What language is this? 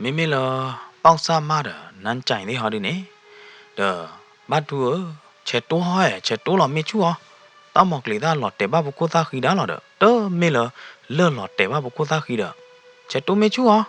S'gaw Karen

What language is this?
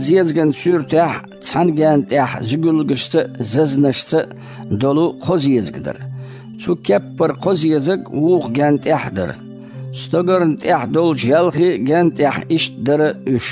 Chechen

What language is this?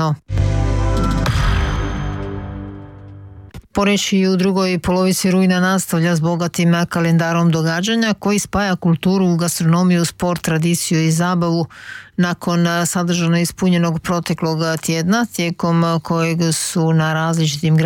Croatian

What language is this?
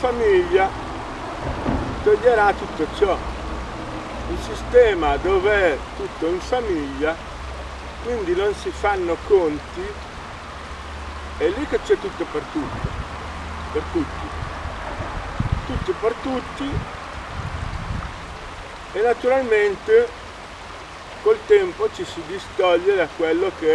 Italian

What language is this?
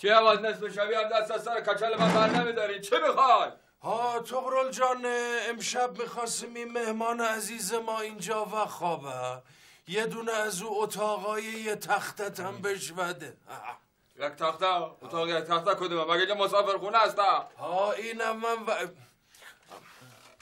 Persian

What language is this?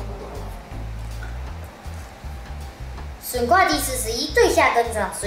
Literary Chinese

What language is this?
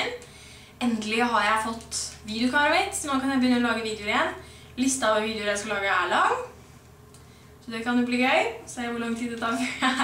Norwegian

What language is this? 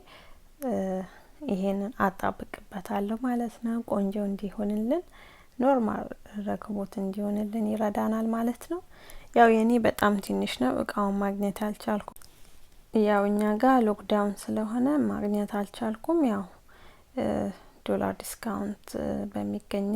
Amharic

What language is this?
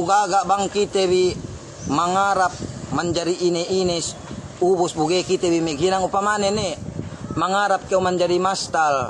Yakan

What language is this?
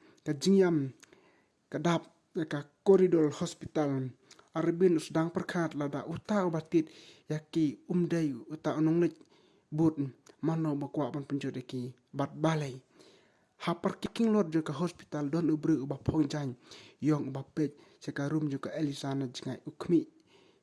Khasi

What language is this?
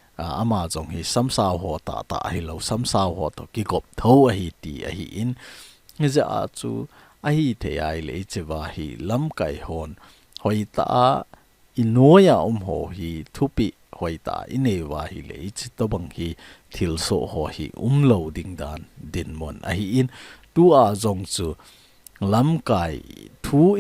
Thado Chin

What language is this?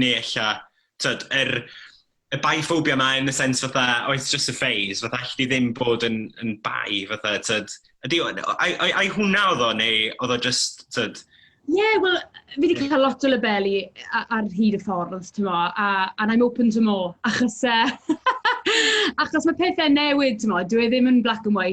Welsh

